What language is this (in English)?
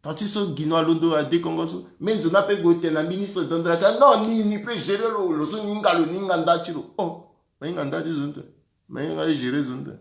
Sango